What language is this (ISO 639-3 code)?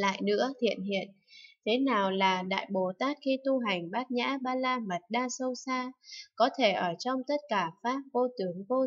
vie